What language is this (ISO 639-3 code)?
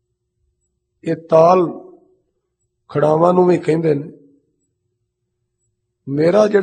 pan